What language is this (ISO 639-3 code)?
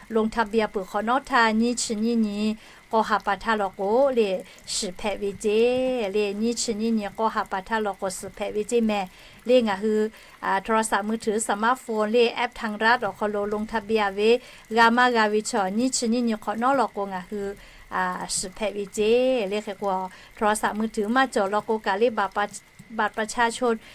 lhu